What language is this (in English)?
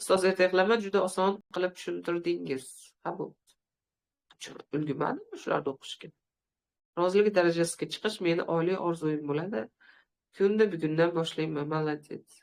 Uzbek